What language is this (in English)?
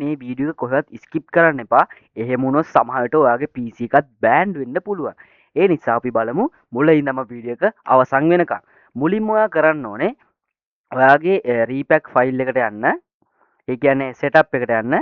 Sinhala